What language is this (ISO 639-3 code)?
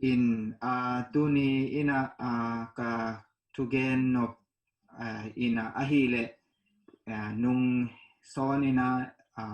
ctd